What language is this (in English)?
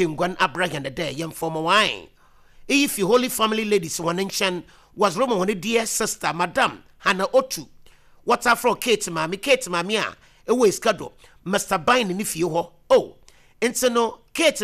Akan